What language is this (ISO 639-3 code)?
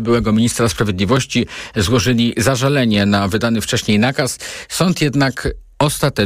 pol